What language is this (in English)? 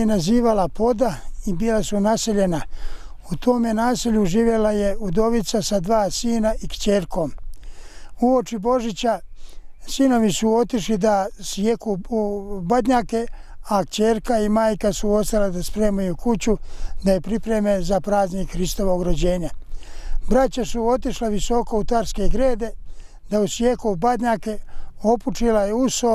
Bosnian